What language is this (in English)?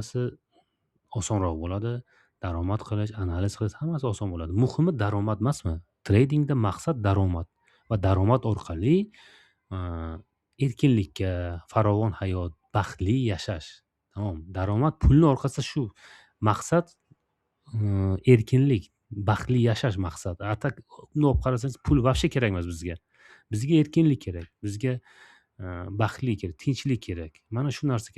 Uzbek